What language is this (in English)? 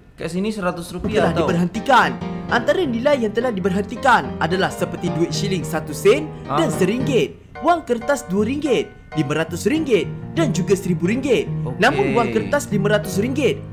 Malay